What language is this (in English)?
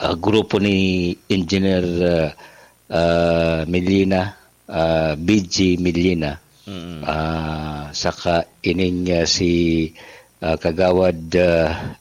Bikol